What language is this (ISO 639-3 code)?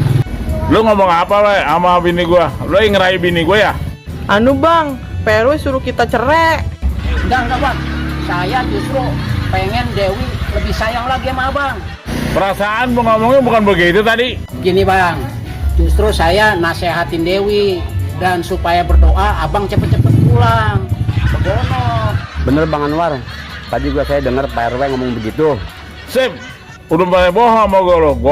bew